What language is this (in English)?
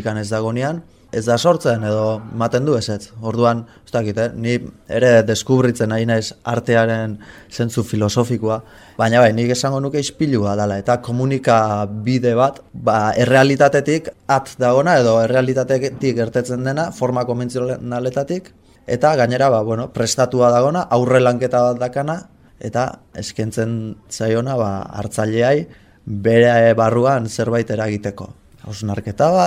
Basque